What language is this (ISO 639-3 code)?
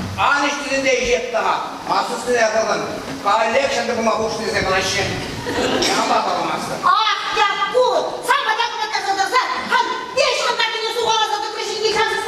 chv